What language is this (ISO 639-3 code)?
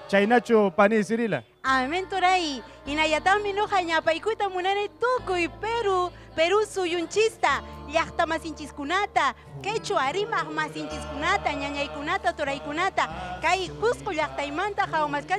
quy